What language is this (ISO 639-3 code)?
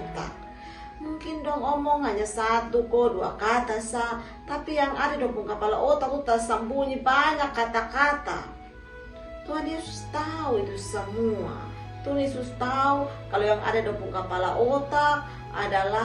mkn